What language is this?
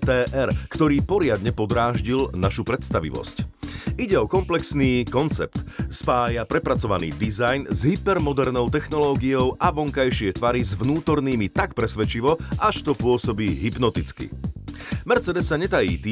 Slovak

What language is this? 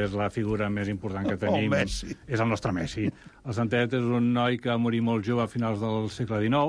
Catalan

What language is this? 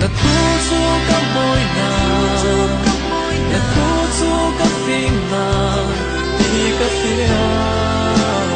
Falam Chin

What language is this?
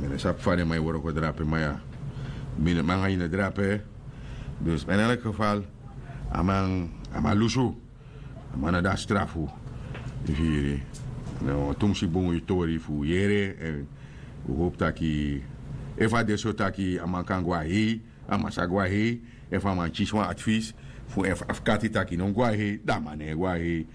Sranan Tongo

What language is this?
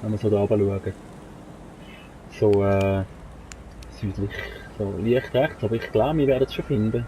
Swiss German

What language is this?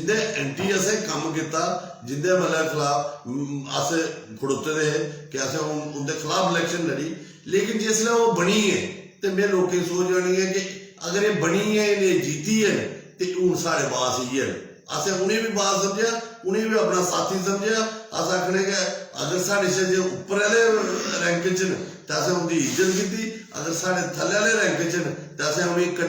Dogri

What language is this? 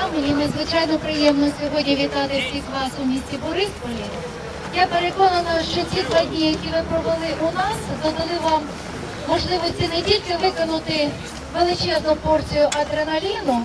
Ukrainian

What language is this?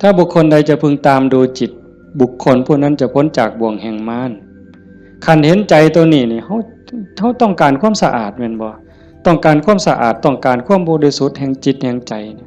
Northeastern Thai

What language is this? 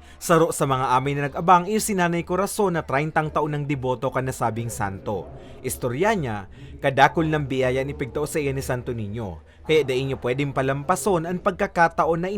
Bikol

